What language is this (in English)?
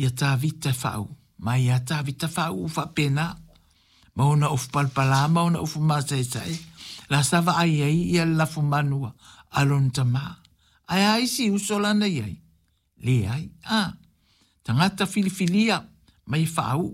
Samoan